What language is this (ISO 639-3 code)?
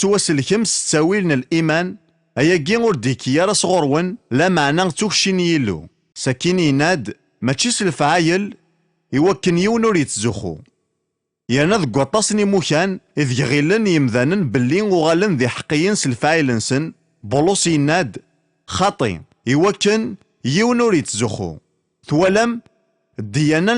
kab